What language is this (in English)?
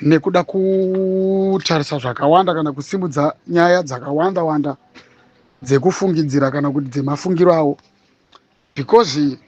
Shona